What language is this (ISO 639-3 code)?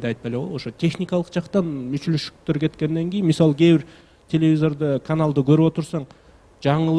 kir